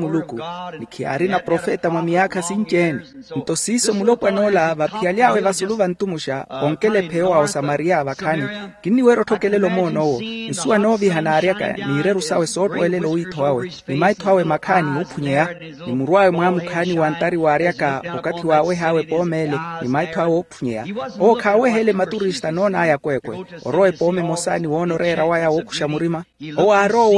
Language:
Makhuwa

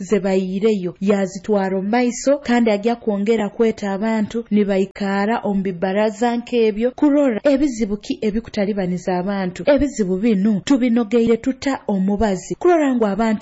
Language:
Nyoro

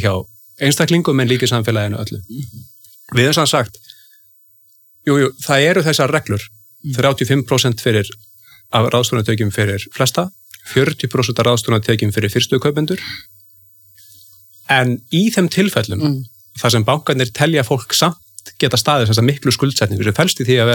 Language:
Icelandic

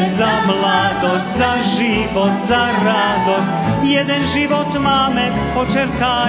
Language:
Rusyn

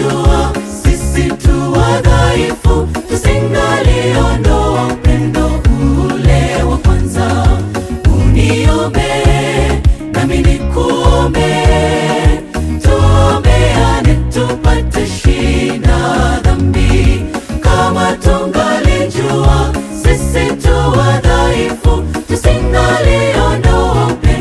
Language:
Swahili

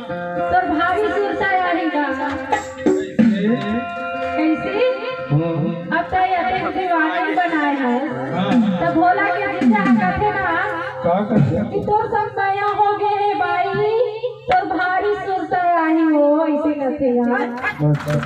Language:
Chhattisgarhi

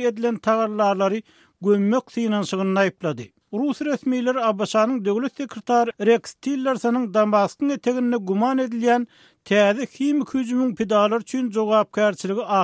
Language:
Turkmen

